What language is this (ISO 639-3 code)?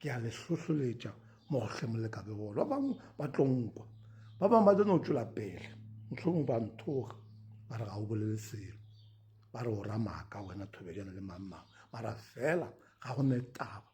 nso